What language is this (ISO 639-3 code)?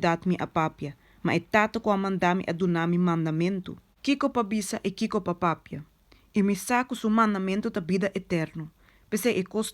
pap